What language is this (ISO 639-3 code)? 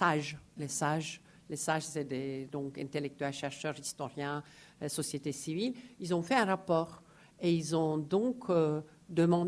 fra